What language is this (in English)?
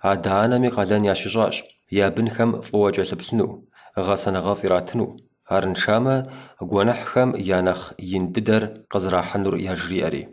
Kabardian